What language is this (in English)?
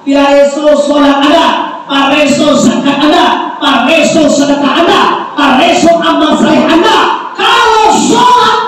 Minangkabau